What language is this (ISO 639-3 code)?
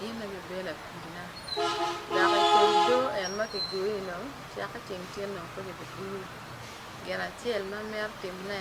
ach